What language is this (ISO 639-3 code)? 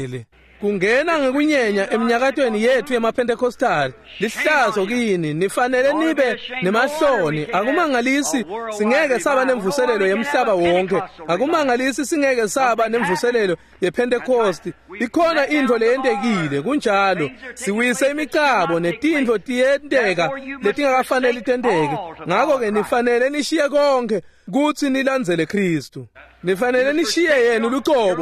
ssw